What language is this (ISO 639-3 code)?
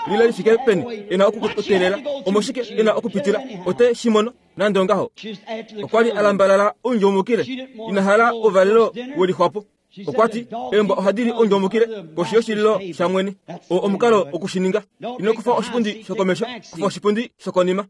kua